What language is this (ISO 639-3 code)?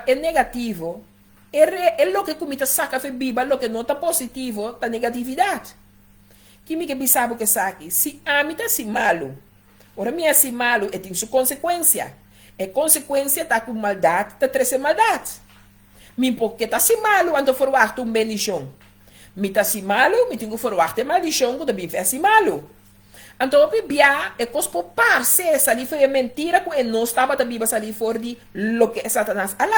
pap